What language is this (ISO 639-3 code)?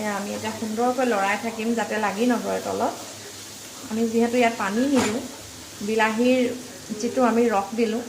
asm